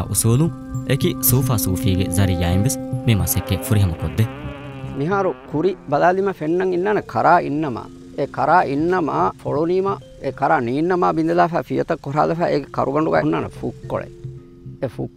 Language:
Divehi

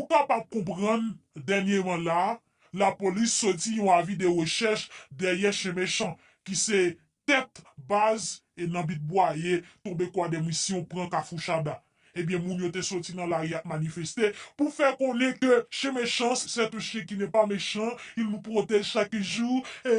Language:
Haitian Creole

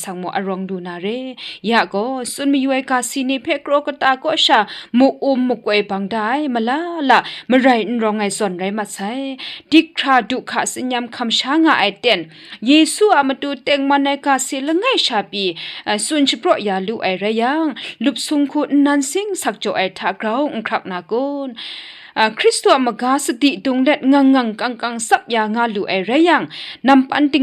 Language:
Kachin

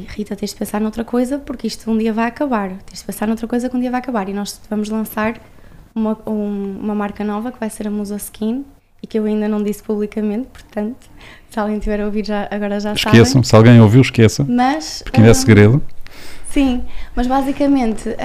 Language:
Portuguese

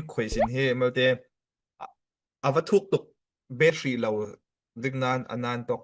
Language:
Falam Chin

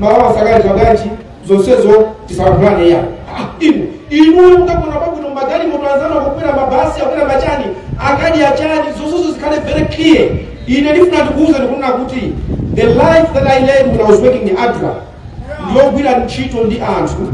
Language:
Nyanja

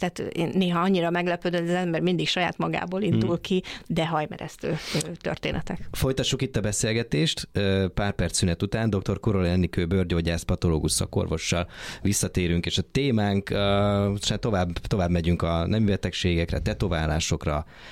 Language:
Hungarian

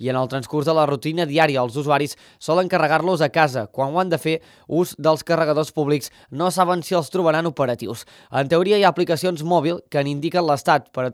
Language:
Catalan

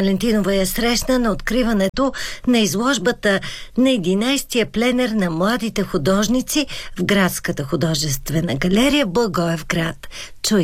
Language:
Bulgarian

